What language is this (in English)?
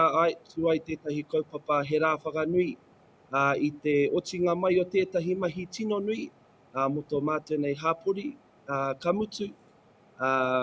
Māori